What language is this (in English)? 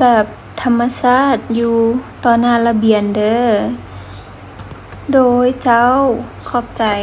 Lao